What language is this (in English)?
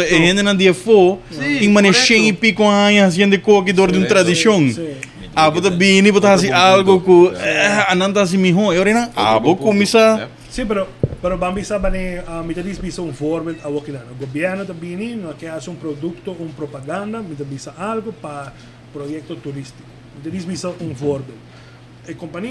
Papiamento